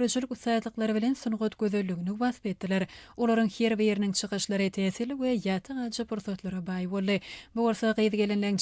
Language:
Turkmen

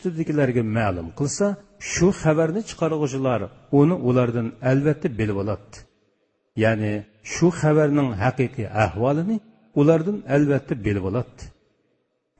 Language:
Uyghur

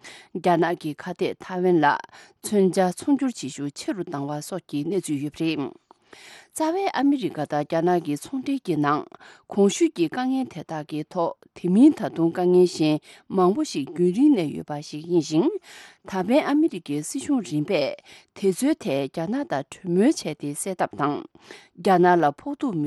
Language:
Tibetan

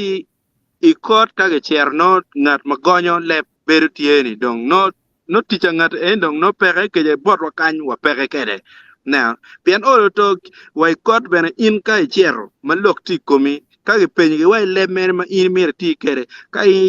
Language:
Acoli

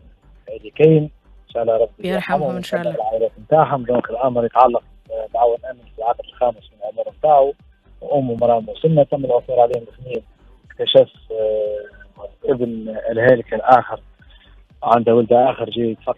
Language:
Tunisian Arabic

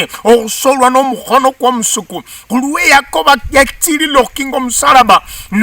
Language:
Luyia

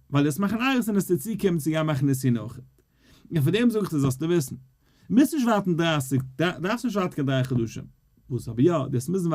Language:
Yiddish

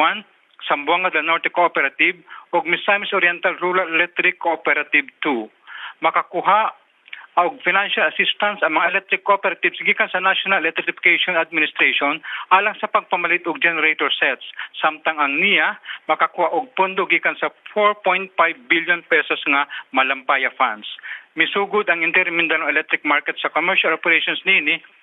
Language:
Cebuano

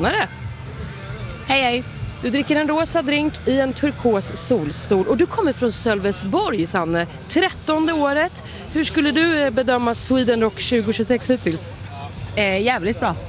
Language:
Swedish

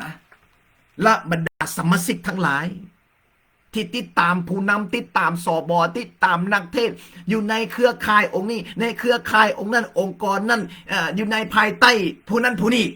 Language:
Lao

